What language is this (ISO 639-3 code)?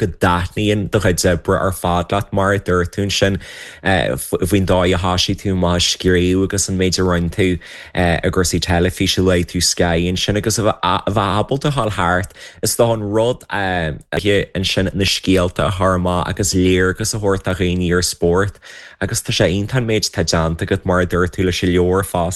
gle